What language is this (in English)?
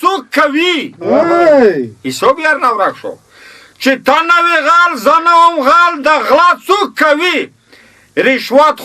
Pashto